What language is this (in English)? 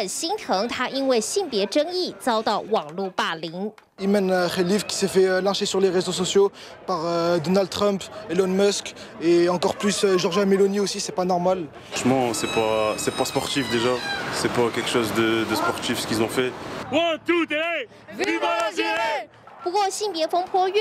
Chinese